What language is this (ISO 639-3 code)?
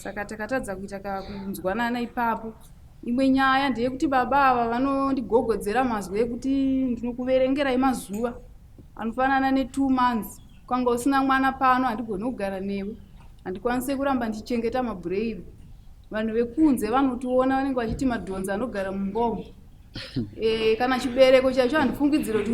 sna